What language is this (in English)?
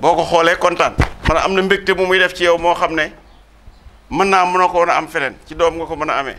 Wolof